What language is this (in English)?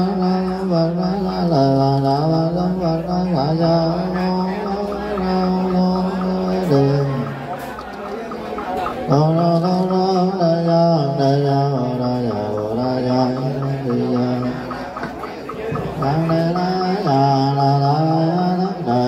Vietnamese